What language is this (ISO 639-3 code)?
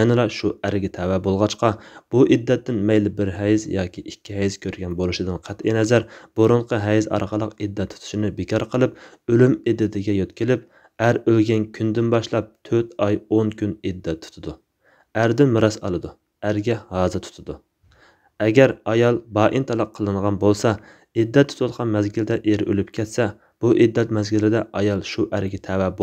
uig